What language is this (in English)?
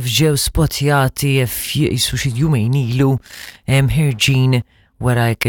Maltese